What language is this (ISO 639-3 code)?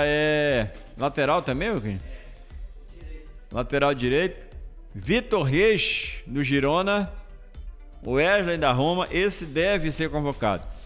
por